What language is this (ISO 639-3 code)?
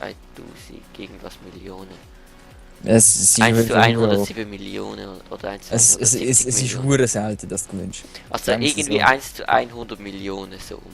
gsw